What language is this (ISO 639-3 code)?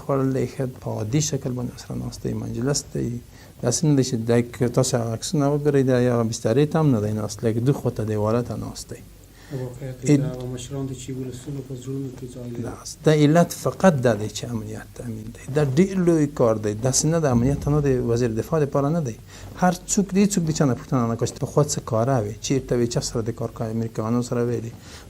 pus